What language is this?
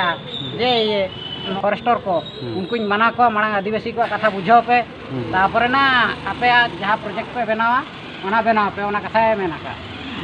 Santali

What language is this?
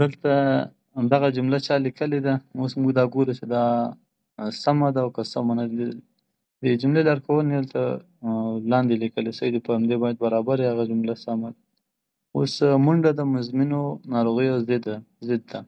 Pashto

